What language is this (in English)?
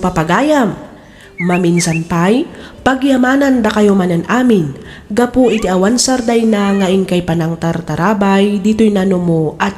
Iloko